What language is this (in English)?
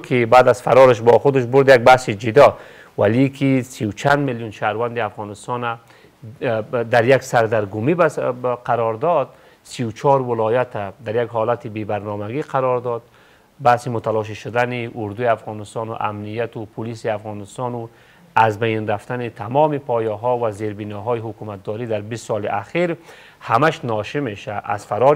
Persian